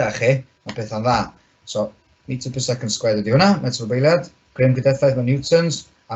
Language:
Welsh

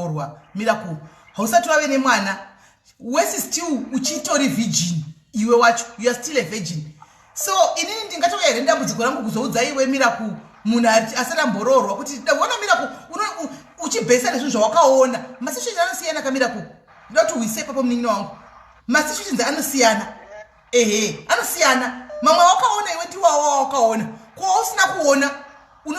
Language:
Shona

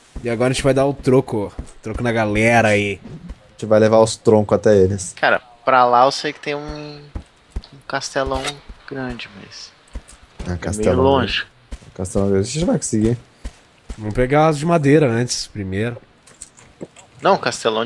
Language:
Portuguese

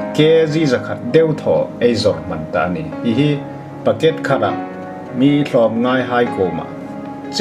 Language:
Hmar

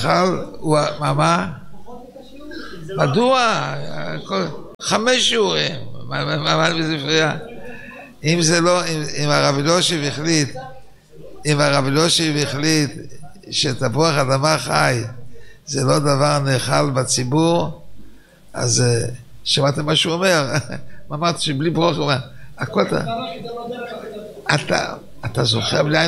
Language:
Hebrew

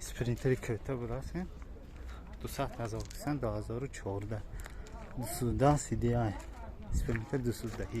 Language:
Tajik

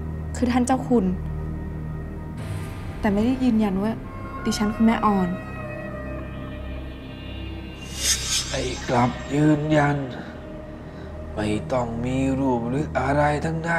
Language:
Thai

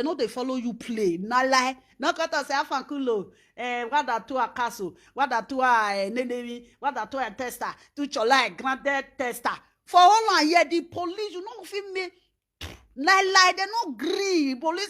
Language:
Nigerian Pidgin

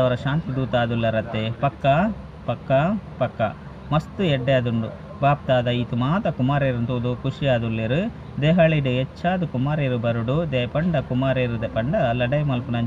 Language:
Tulu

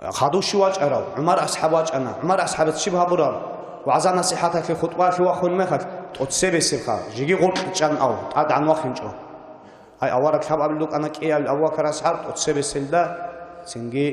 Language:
Avaric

